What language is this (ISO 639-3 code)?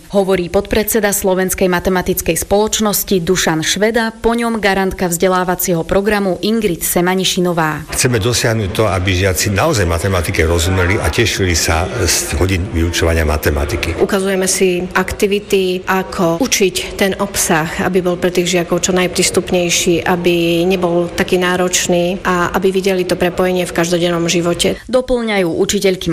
slk